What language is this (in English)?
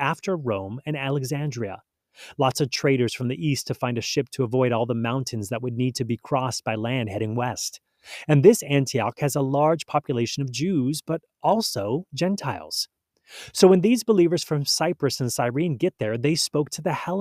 English